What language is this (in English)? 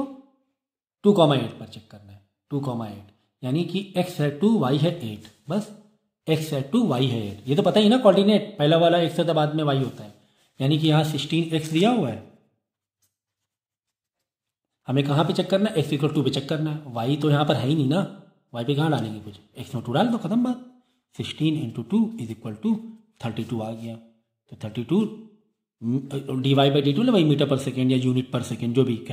Hindi